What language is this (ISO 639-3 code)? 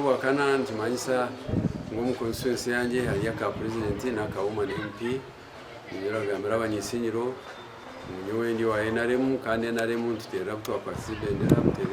nyn